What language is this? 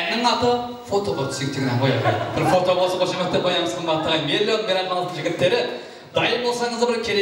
Kara-Kalpak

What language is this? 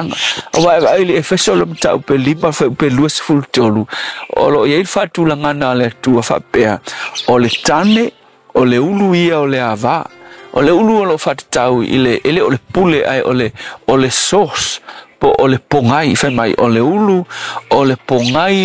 Samoan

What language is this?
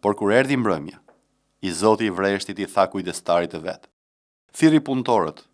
Albanian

